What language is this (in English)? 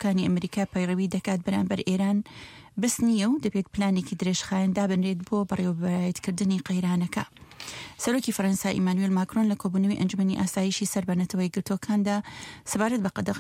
Central Kurdish